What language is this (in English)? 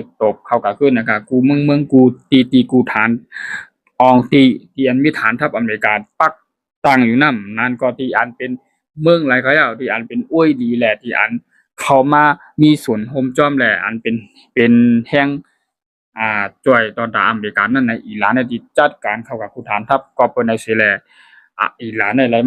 Shan